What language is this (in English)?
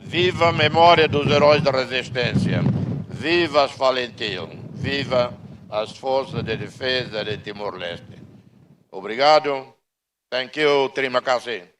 Tetum